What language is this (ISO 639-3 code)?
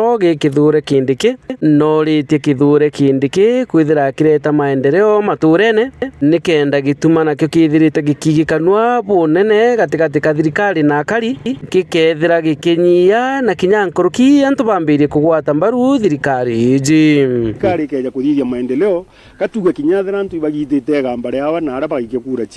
mer